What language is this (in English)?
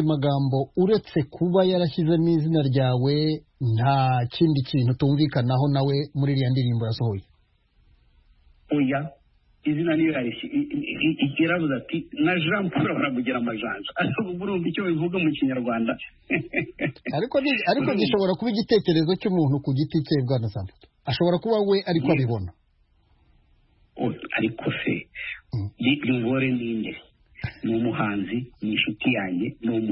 Kinyarwanda